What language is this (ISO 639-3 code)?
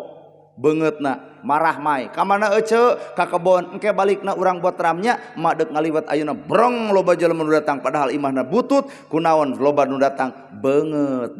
sun